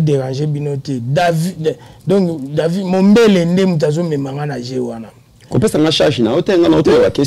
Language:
Lingala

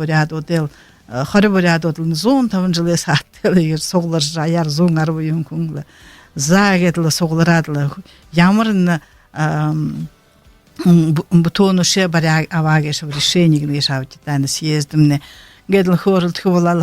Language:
Buriat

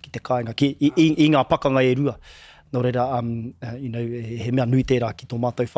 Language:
Māori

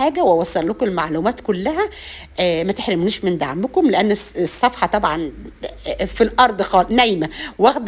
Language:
Egyptian Arabic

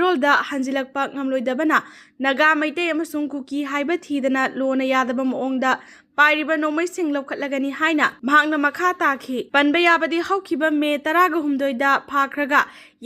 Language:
Manipuri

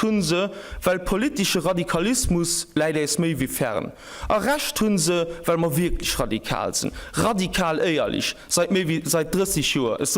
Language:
Luxembourgish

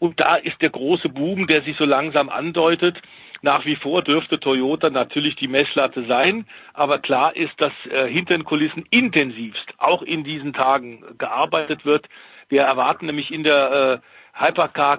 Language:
German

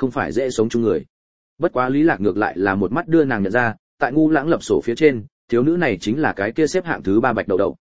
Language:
Vietnamese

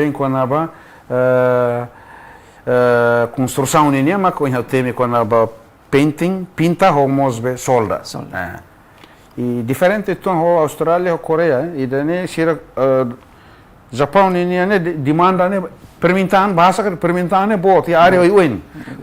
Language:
Tetum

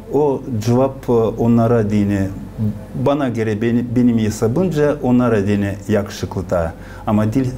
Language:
Gagauz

